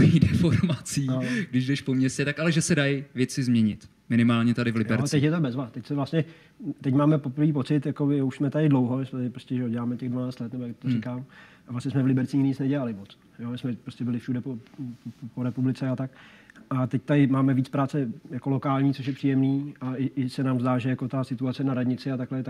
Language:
Czech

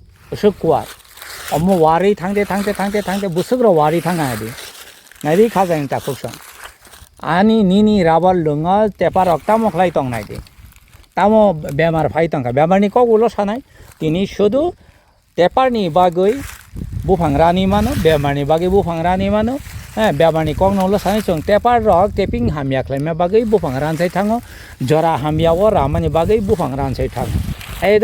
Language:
Kok Borok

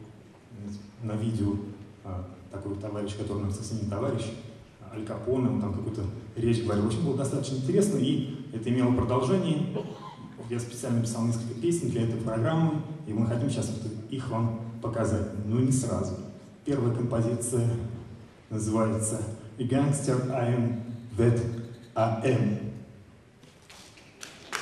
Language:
Russian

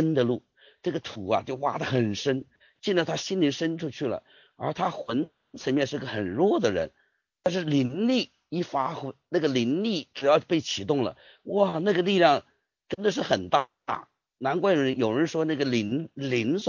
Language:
Chinese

